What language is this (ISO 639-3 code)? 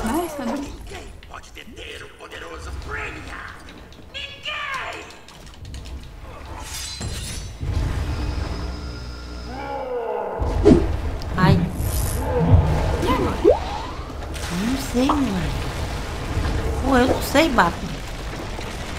por